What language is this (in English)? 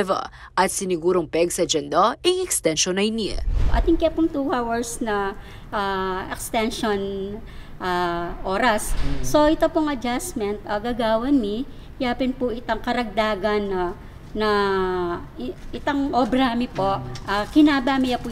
Pampanga